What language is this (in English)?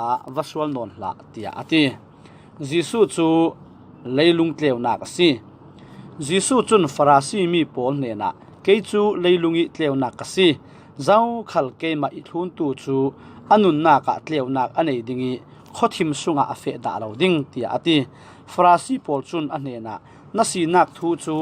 Falam Chin